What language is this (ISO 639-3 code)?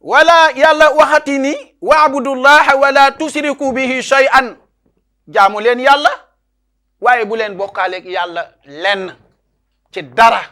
wol